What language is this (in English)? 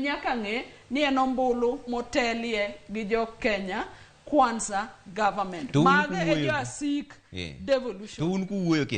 Luo (Kenya and Tanzania)